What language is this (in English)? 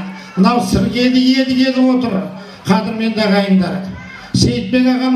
Kazakh